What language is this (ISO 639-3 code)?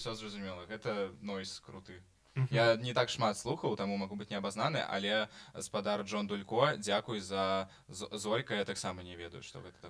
bel